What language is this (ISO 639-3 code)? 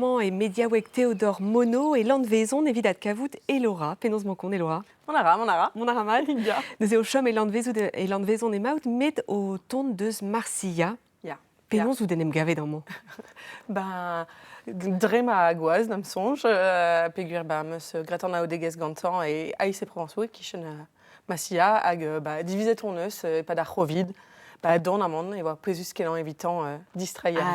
bre